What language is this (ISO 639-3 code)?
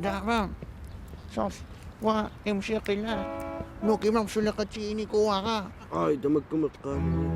kal